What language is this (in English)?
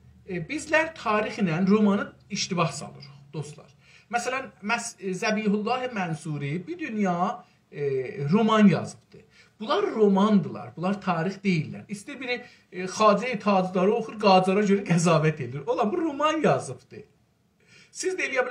South Azerbaijani